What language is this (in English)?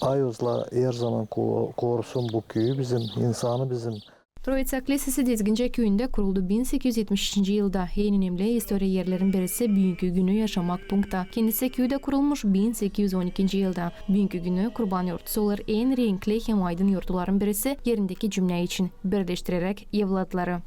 Gagauz